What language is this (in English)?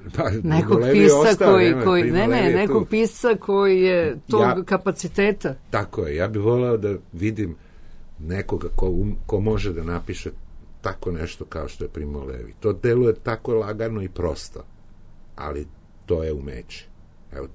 Serbian